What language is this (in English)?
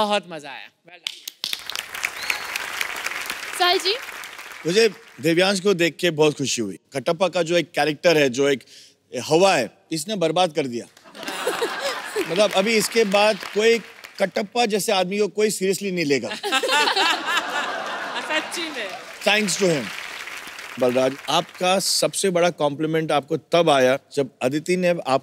Hindi